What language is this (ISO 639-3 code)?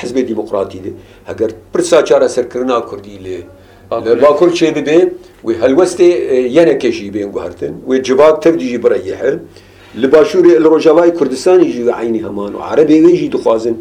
kur